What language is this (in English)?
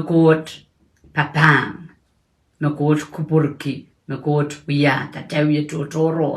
Pohnpeian